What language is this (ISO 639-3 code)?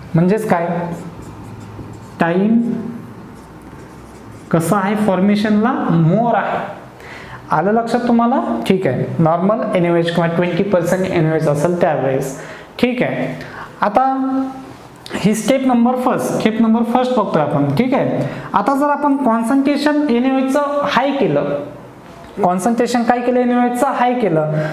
mar